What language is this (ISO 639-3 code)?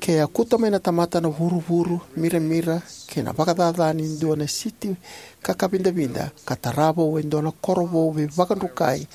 fij